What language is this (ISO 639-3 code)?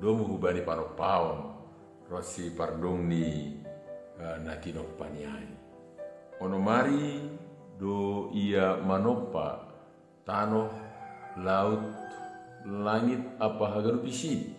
bts